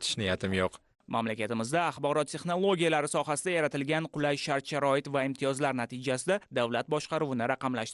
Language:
Uzbek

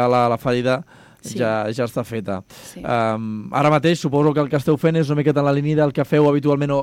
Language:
Catalan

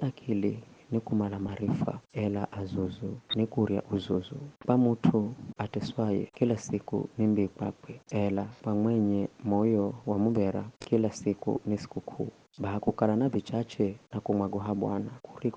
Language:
Giryama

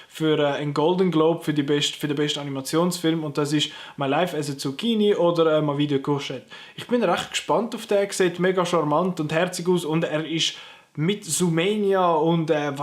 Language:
Swiss German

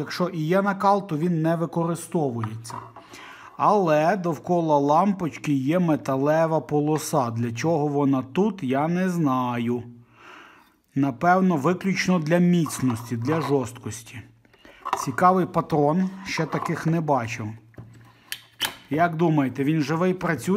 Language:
Ukrainian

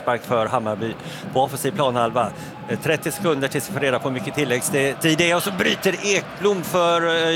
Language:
Swedish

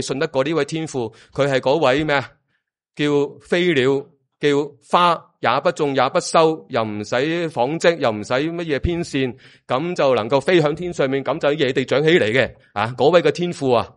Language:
Cantonese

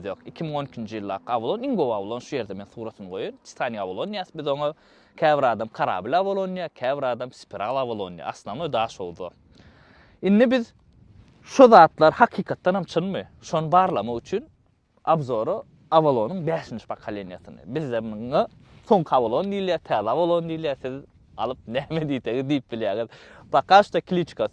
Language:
Turkmen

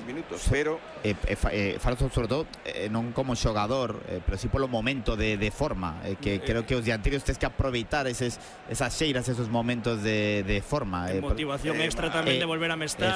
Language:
Galician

